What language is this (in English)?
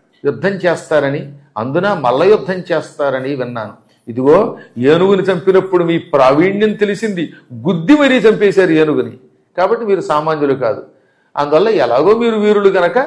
Telugu